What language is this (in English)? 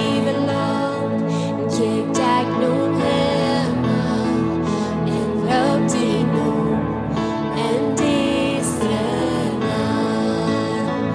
Plautdietsch